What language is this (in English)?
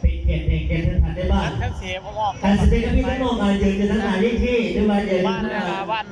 Lao